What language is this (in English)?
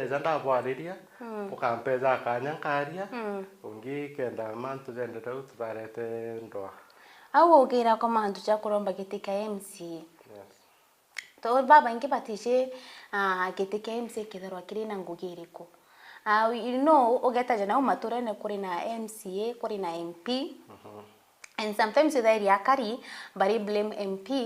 Meru